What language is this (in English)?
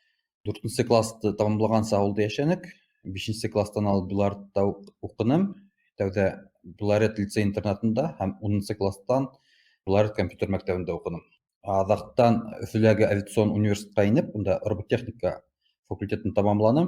Bashkir